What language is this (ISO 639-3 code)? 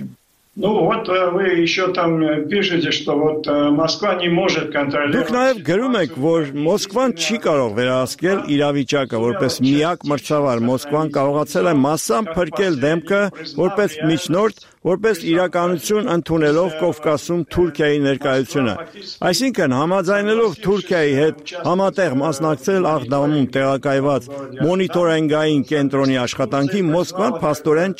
hye